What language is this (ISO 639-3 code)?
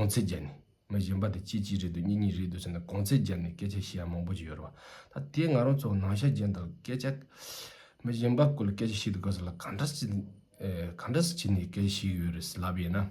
bod